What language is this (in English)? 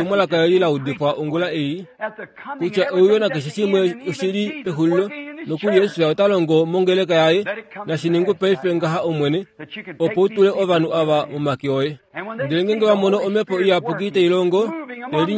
Kuanyama